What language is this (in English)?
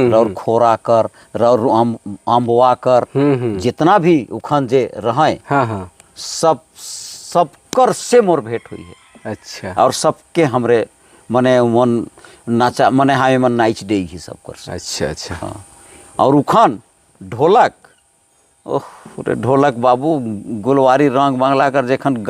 Sadri